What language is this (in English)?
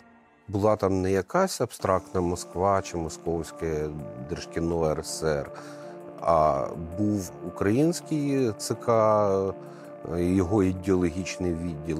Ukrainian